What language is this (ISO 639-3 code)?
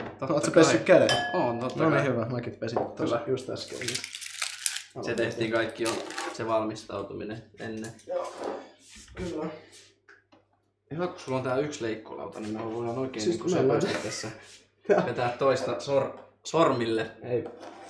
fin